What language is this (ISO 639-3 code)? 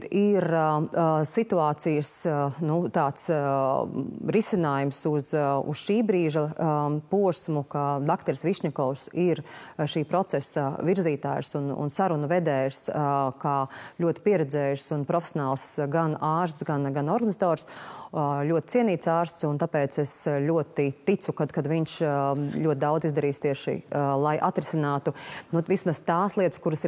lav